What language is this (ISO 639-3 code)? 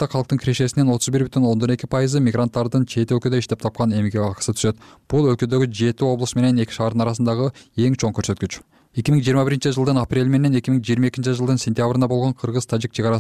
kir